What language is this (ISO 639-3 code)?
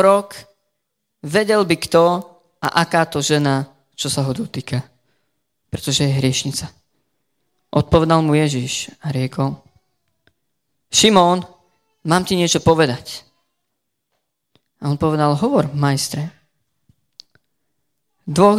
slk